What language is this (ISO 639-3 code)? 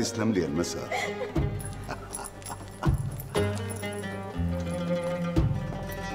apc